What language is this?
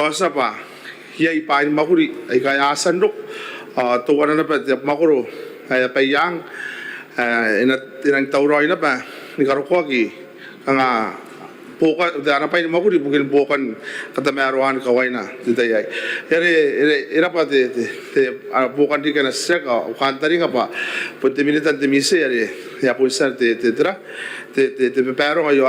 Gilbertese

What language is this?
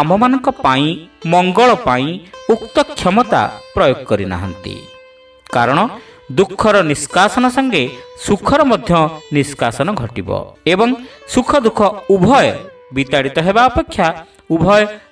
Odia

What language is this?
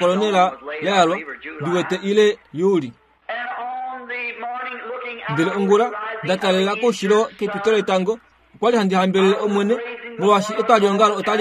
Kuanyama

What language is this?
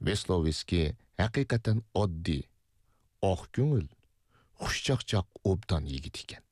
Uyghur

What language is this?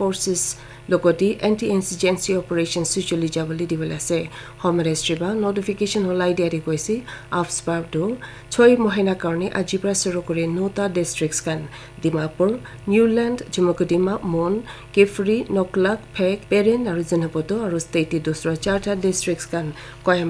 Naga Pidgin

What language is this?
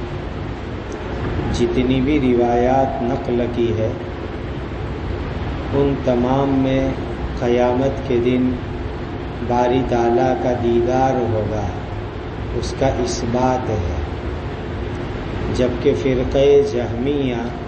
Urdu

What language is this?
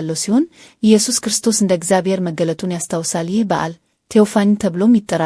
Amharic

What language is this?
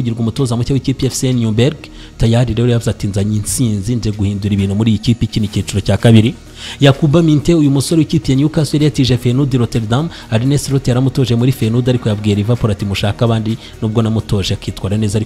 Kinyarwanda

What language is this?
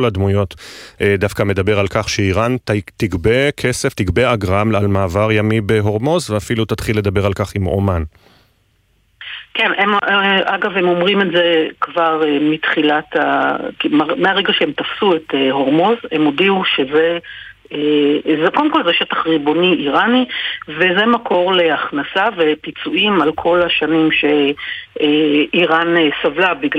Hebrew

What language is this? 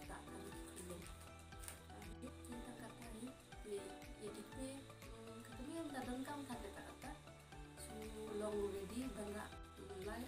Khasi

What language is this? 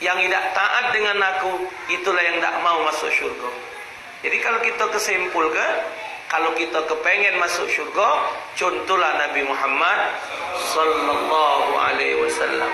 Musi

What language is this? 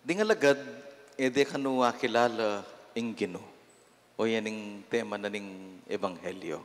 Pampanga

